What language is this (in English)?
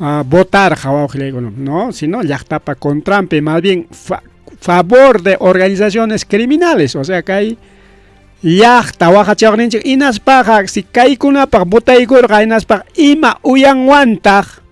Ayacucho Quechua